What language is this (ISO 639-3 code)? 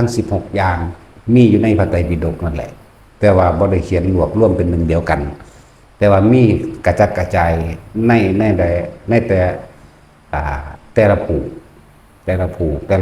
lao